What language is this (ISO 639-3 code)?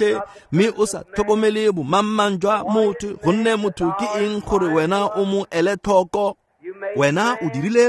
tsn